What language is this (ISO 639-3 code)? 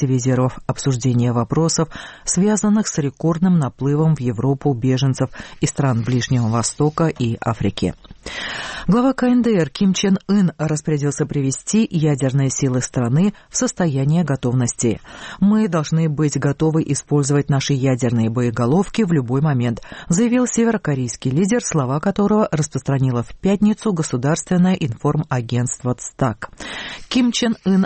rus